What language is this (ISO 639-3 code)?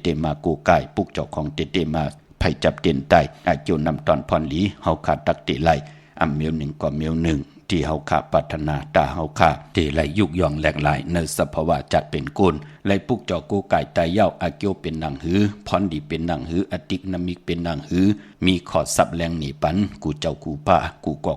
shn